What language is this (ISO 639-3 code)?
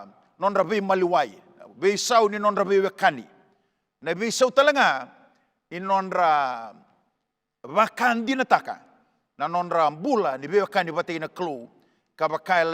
fij